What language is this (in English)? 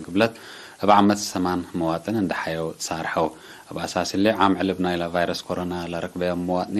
Tigre